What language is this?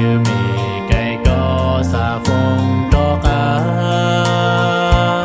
Hmong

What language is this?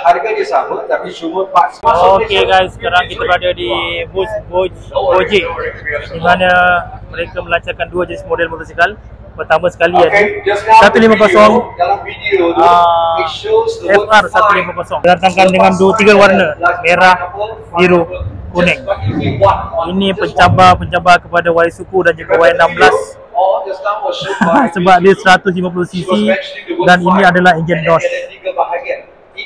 Malay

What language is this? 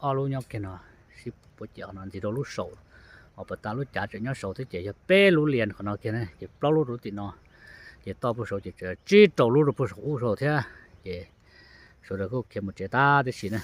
Hmong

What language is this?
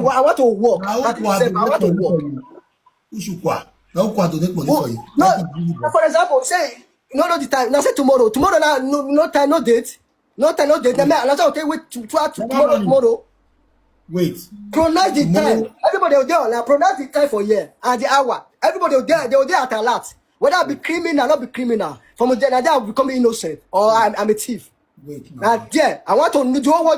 Nigerian Pidgin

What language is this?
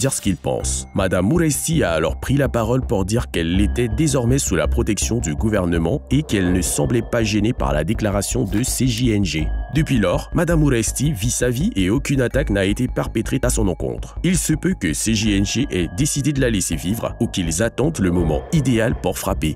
French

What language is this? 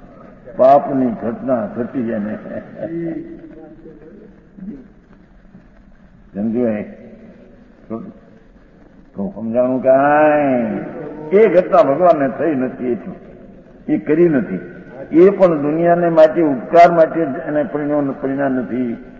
Gujarati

